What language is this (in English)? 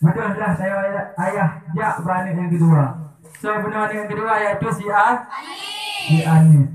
Achinese